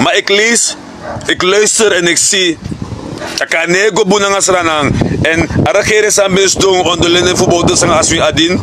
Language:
Sranan Tongo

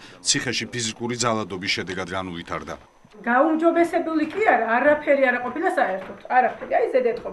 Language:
Georgian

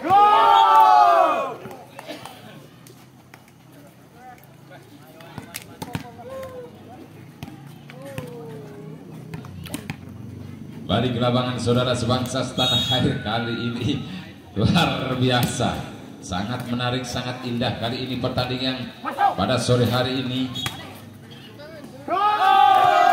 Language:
Indonesian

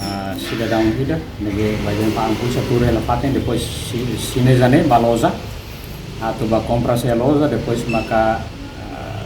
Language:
Tetum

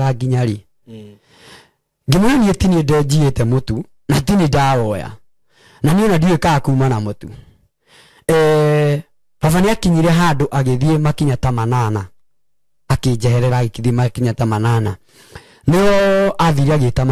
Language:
Kikuyu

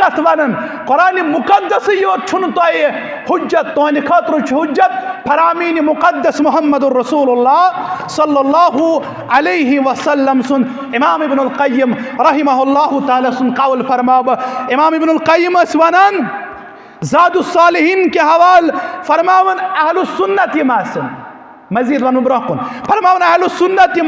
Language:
Kashmiri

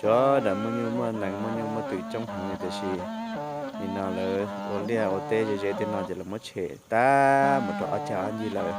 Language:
Hmong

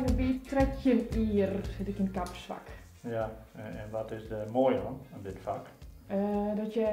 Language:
Western Frisian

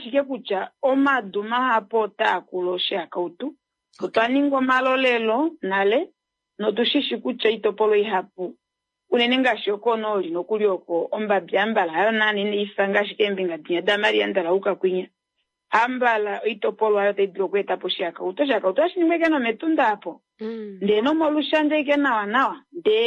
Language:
Kuanyama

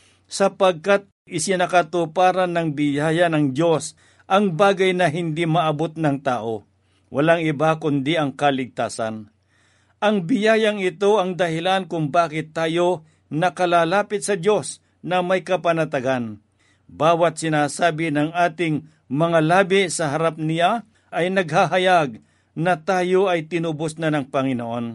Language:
Filipino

